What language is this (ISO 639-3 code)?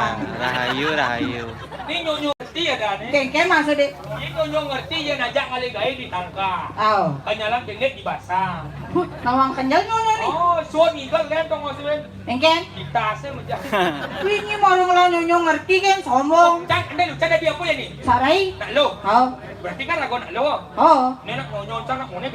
ban